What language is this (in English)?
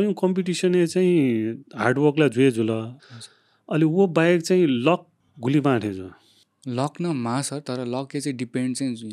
Newari